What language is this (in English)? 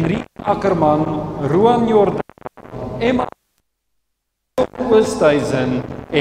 Afrikaans